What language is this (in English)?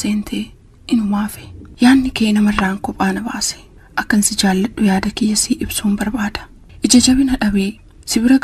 Oromo